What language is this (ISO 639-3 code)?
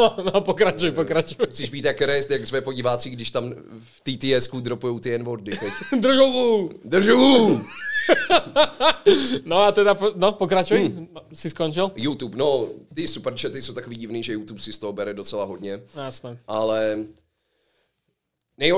ces